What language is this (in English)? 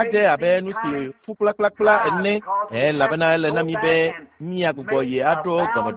Ewe